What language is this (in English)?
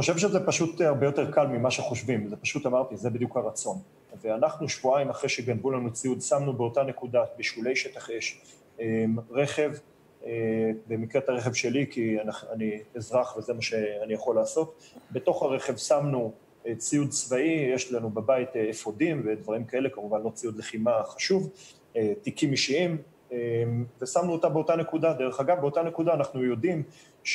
Hebrew